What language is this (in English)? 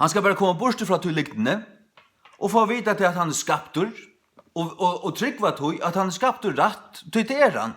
Faroese